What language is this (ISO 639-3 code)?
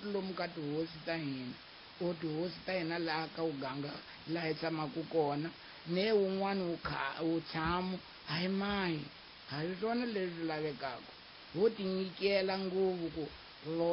tso